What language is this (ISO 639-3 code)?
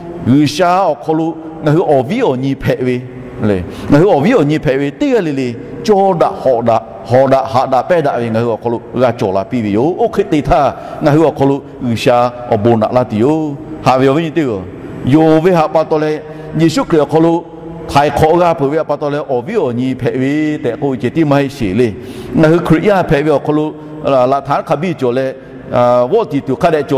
lhu